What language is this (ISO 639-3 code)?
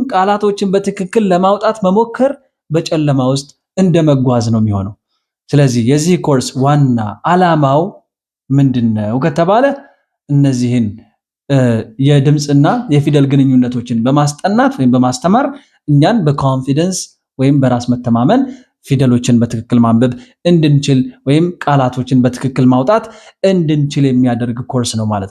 amh